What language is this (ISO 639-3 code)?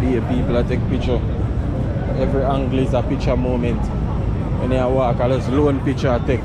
jam